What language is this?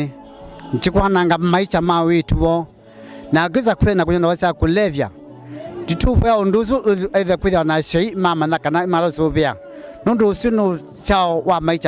Kamba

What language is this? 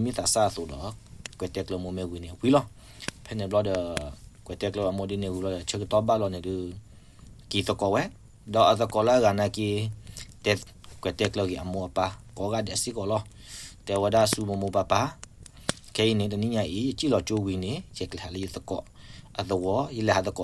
S'gaw Karen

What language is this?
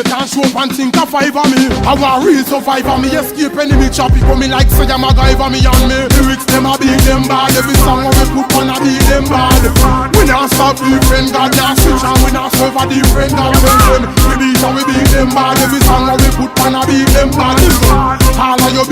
Jamaican Creole English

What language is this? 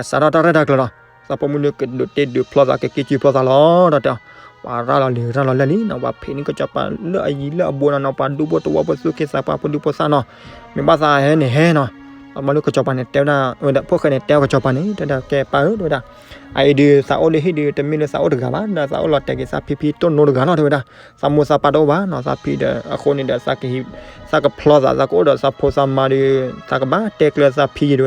S'gaw Karen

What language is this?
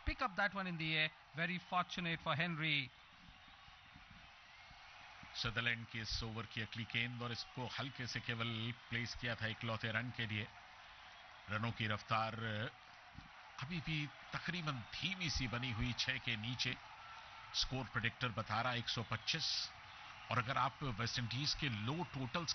Hindi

